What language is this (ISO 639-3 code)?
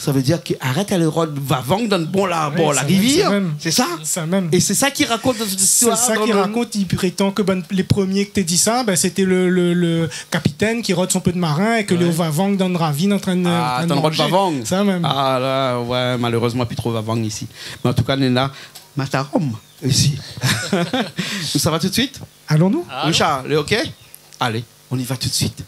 rcf